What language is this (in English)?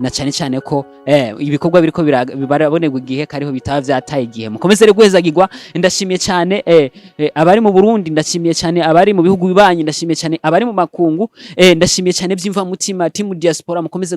Rundi